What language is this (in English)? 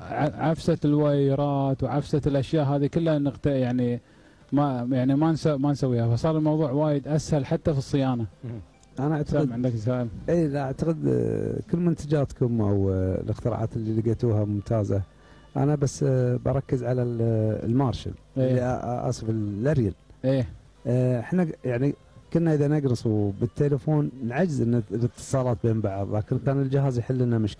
Gulf Arabic